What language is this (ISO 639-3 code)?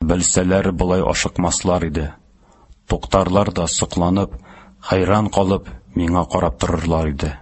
tat